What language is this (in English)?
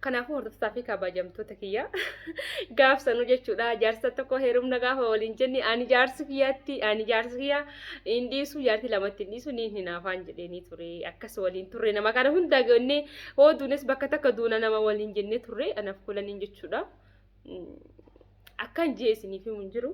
Oromo